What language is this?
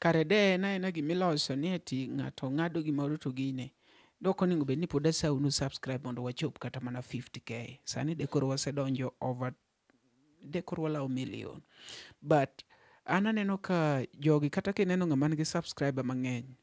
Luo (Kenya and Tanzania)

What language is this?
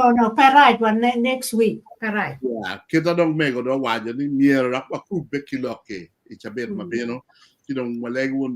Acoli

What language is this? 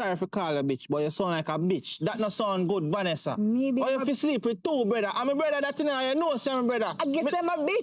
Jamaican Creole English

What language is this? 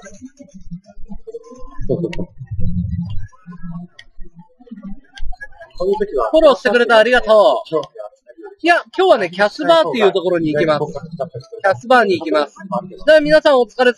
Japanese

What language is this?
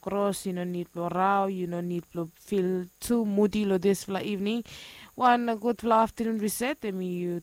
Bislama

